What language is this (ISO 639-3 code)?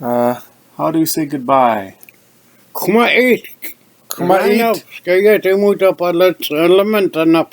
nux